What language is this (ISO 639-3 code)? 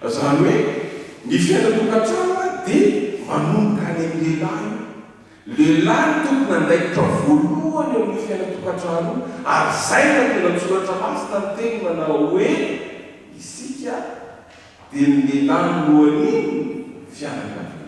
mlg